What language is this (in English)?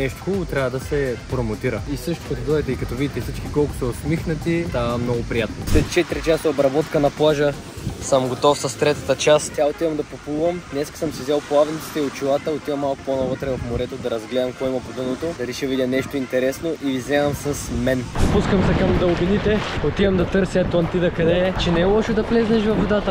Bulgarian